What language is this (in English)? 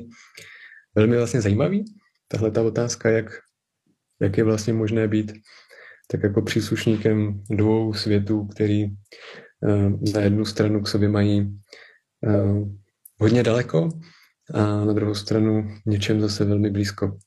Czech